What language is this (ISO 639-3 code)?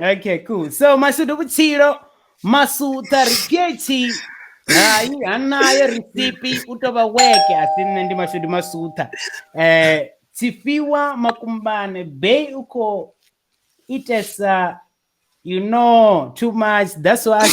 ven